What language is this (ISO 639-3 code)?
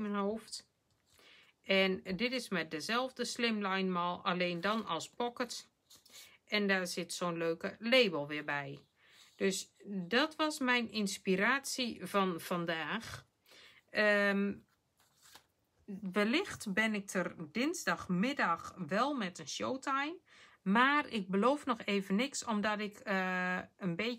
nld